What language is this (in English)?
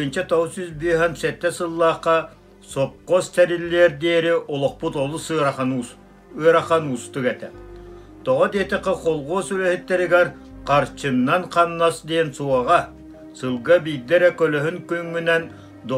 Yakut